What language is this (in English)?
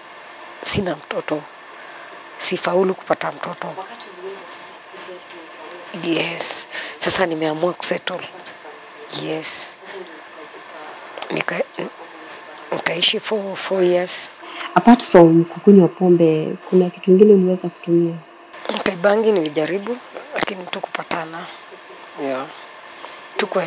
Swahili